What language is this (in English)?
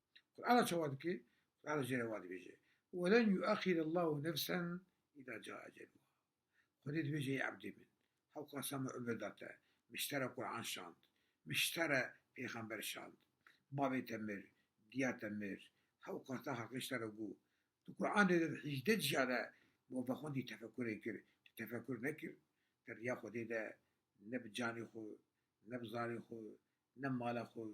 Kurdish